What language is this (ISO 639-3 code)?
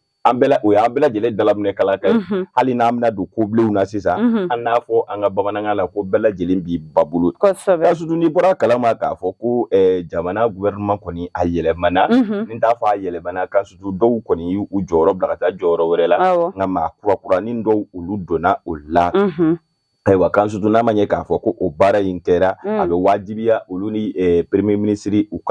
bam